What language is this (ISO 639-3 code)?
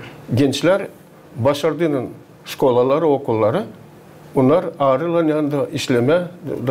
gag